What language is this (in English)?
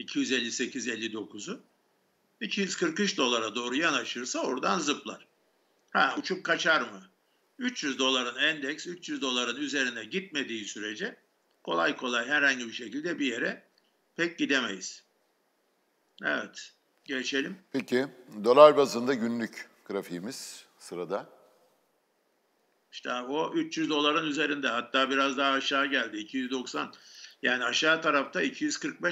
Turkish